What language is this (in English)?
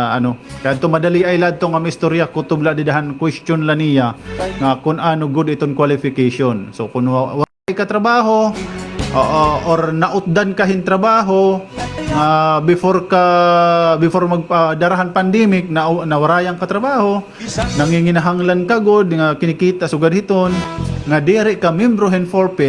Waray